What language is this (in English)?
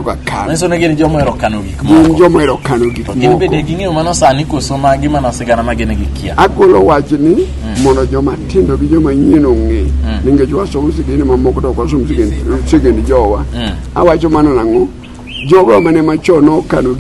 Luo (Kenya and Tanzania)